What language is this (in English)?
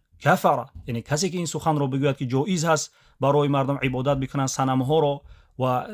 Tajik